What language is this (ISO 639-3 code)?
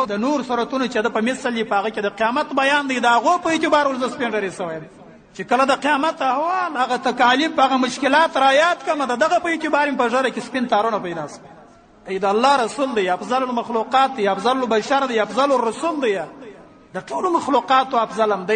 pus